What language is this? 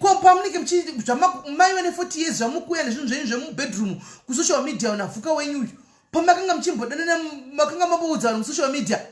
Shona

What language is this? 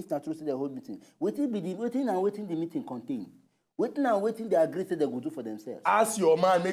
Nigerian Pidgin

